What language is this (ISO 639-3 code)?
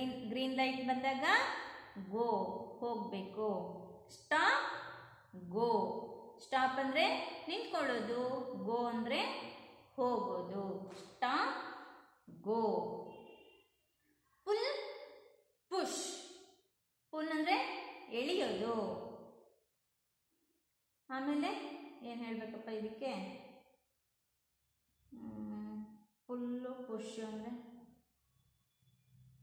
kan